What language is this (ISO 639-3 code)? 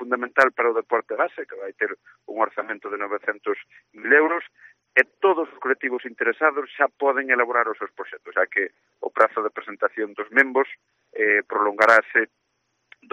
glg